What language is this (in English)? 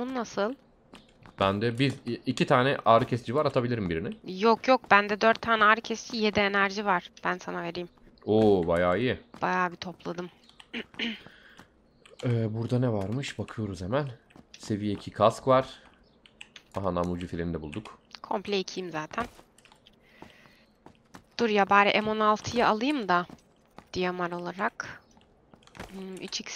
Turkish